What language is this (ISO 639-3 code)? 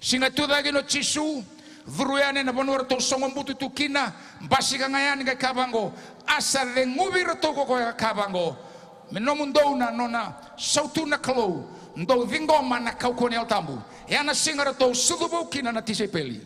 fij